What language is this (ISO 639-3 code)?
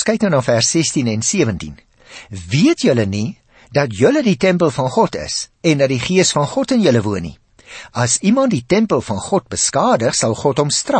afr